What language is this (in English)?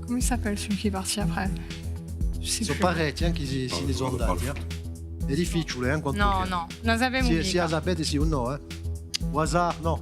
Corsican